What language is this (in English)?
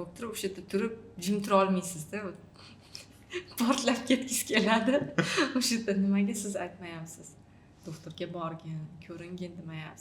Uzbek